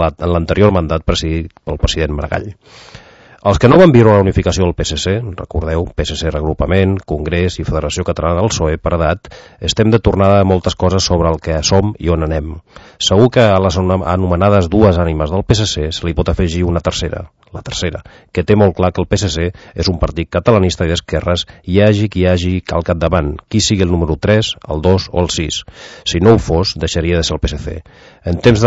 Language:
Catalan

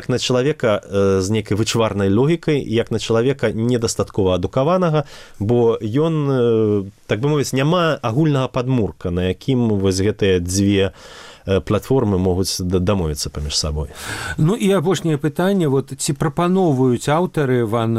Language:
Belarusian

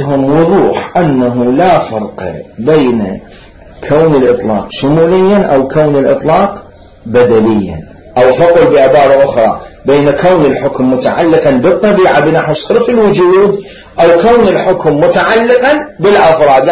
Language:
Mesopotamian Arabic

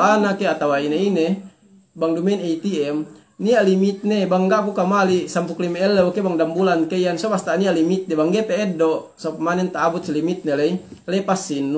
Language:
Yakan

